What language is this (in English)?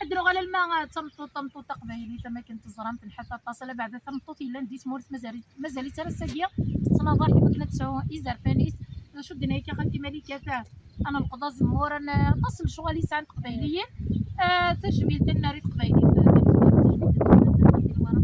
Kabyle